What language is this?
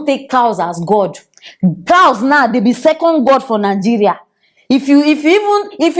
Nigerian Pidgin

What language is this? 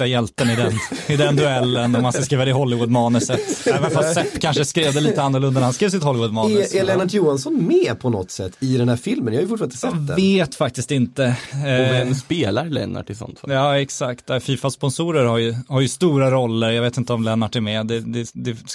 Swedish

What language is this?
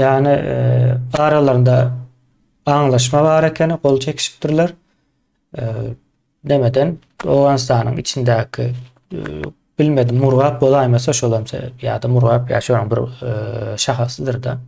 Turkmen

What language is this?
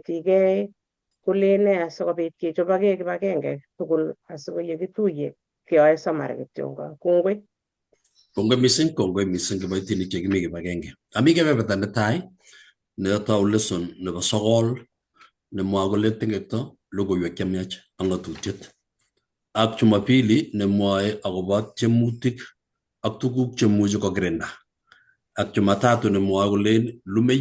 Kalenjin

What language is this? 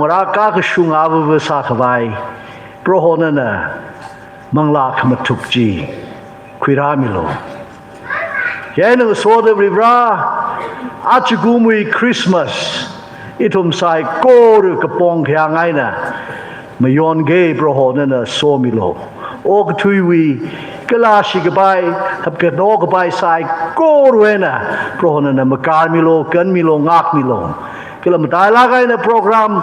Tangkhul Naga (India)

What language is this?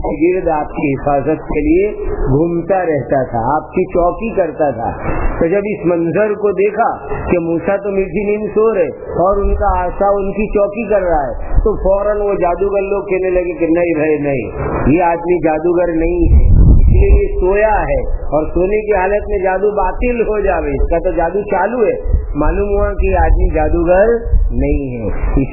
Urdu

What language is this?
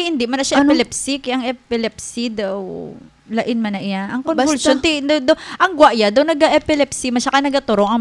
Hiligaynon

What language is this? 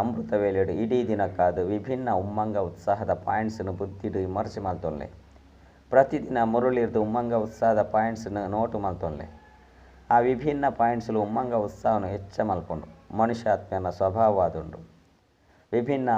Tulu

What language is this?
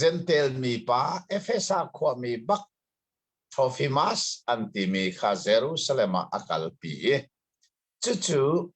Hakha Chin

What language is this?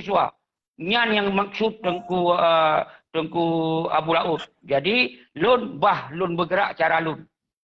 Achinese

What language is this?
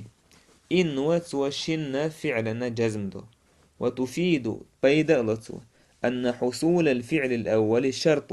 Chechen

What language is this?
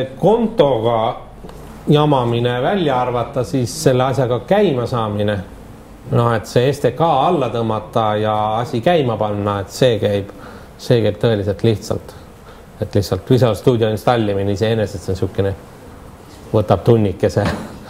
Estonian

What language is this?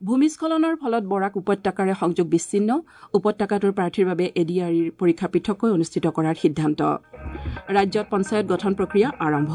Assamese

